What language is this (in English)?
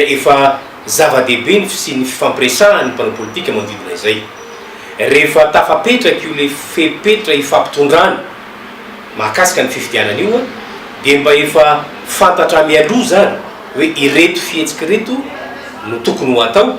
Malagasy